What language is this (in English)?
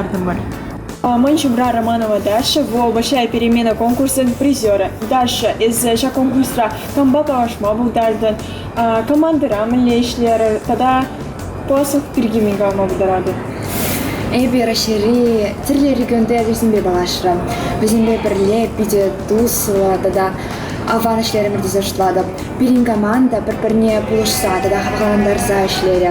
Chuvash